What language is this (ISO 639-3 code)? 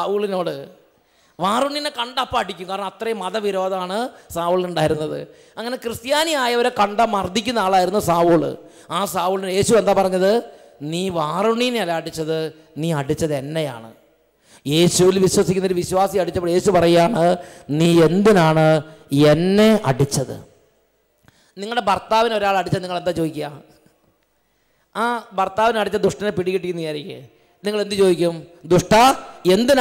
mal